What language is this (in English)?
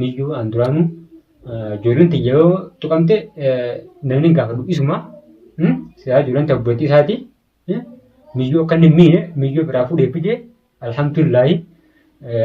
Oromo